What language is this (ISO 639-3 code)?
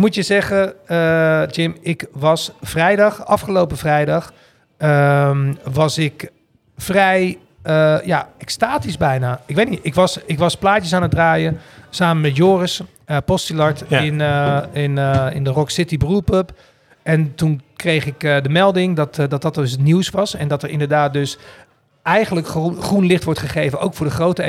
nld